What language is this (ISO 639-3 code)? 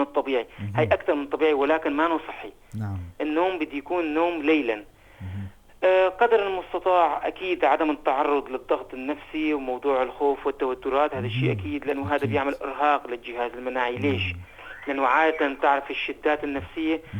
apc